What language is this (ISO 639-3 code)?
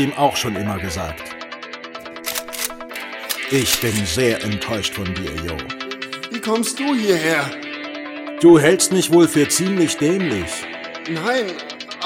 deu